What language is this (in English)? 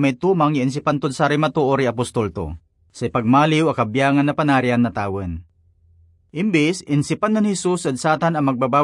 Pangasinan